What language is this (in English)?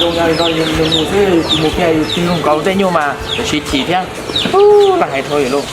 Hmong